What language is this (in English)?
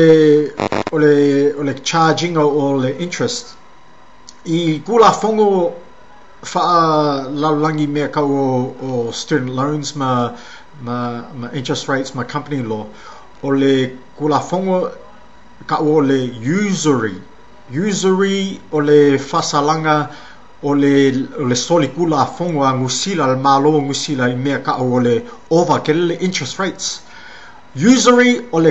Samoan